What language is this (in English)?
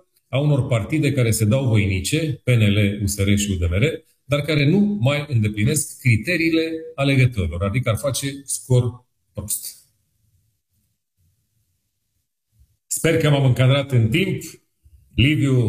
Romanian